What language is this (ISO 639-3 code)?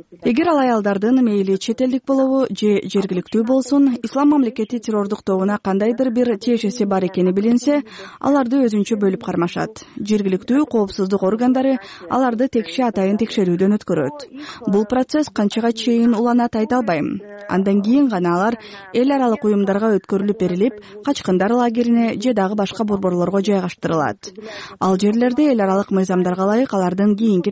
kir